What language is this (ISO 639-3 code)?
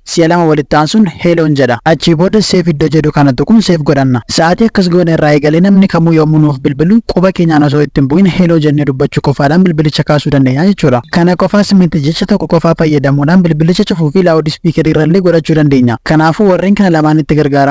orm